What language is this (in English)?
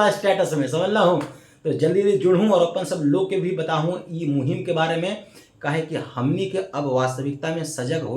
Magahi